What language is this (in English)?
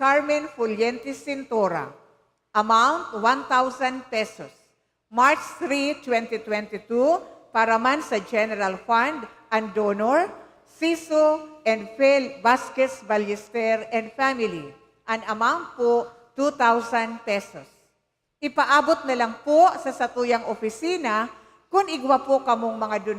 Bikol